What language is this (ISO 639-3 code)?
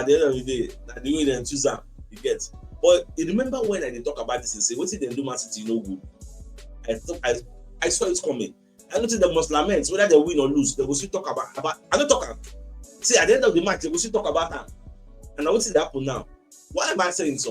pcm